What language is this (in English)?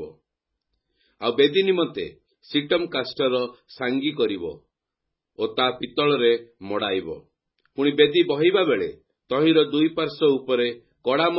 Odia